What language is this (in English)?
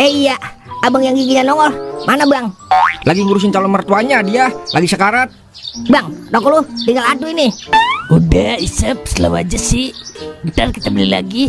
Betawi